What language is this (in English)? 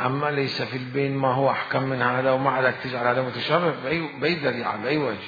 Mesopotamian Arabic